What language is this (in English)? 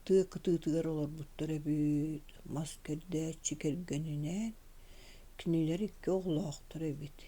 Yakut